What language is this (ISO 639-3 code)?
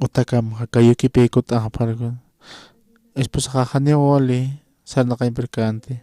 aym